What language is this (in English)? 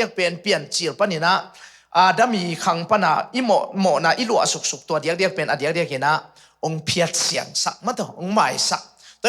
Tedim Chin